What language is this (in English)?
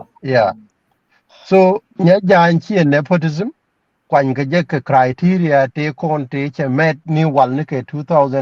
Nuer